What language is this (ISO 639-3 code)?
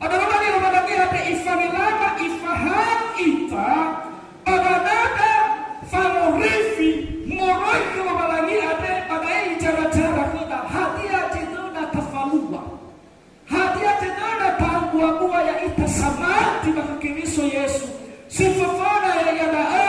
nia